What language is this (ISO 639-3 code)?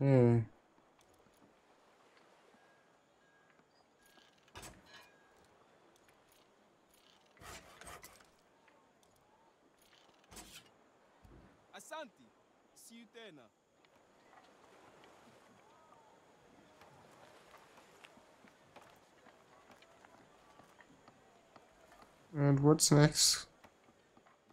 eng